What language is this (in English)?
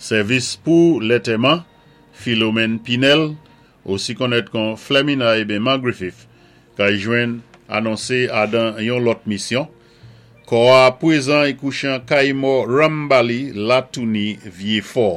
Saint Lucian Creole French